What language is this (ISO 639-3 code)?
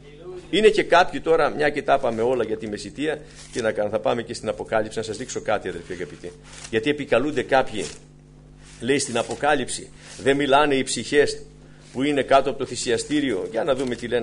ell